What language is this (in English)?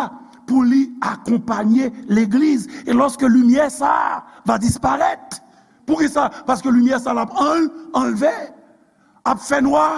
Haitian Creole